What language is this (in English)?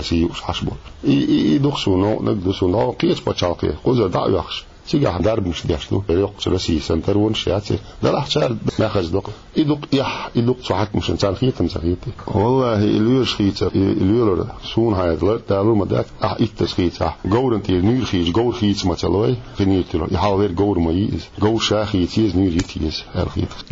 Chechen